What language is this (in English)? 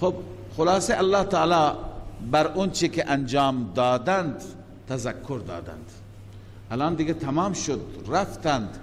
Persian